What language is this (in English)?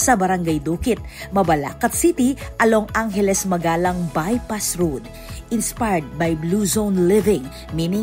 Pampanga